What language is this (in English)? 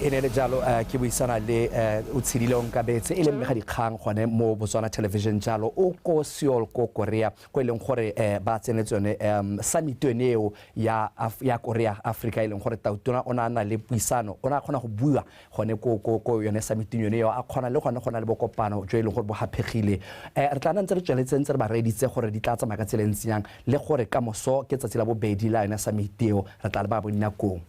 Tswana